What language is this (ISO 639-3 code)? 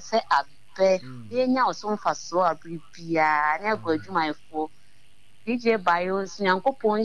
aka